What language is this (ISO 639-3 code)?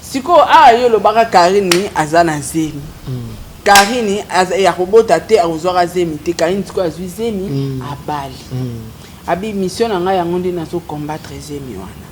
lin